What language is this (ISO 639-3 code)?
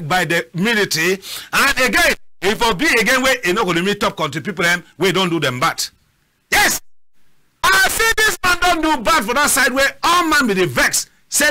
wes